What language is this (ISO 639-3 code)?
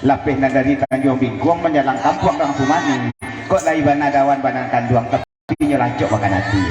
min